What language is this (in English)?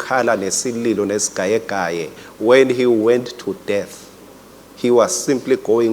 Swati